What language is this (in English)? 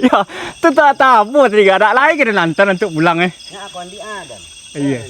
Minangkabau